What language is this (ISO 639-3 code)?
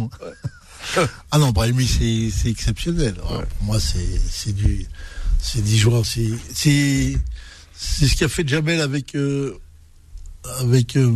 fra